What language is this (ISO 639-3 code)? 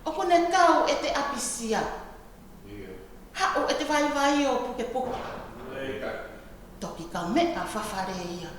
ton